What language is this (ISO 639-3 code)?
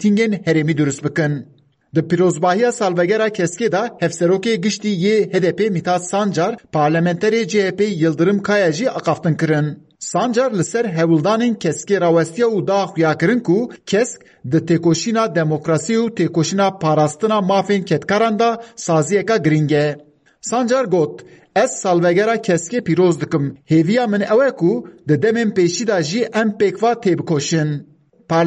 kur